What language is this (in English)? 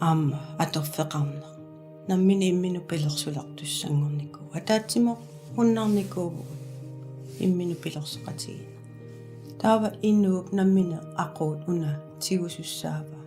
Kalaallisut